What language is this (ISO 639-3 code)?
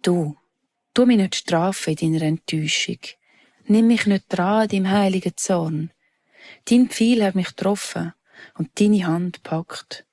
gsw